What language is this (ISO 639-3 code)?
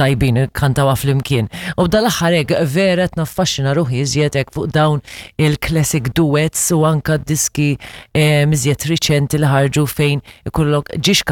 mlt